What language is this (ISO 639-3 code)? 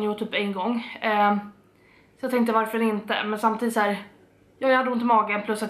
swe